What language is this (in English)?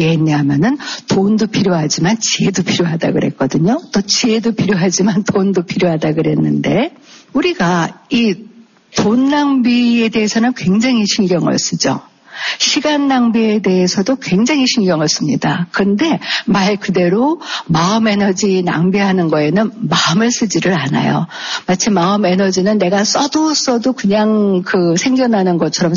Korean